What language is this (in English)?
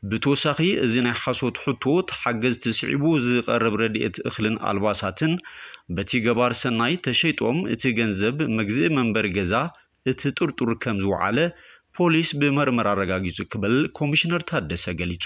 Tigrinya